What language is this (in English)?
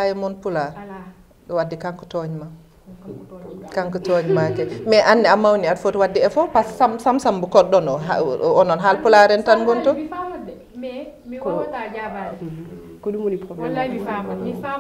Fula